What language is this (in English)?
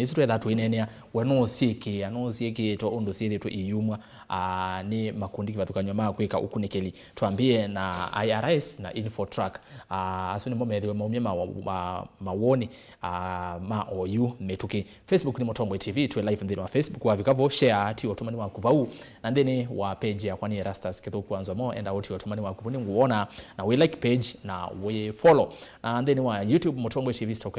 Kamba